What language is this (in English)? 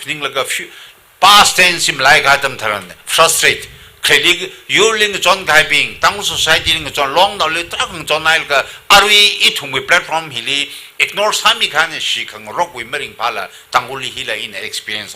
Tangkhul Naga (India)